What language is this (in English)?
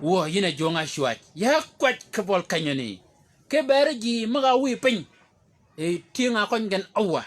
Shilluk